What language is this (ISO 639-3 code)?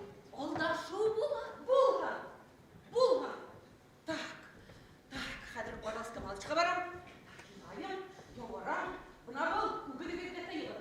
bak